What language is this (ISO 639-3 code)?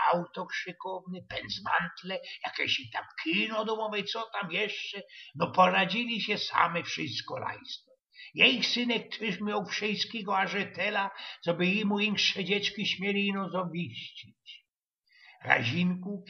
szl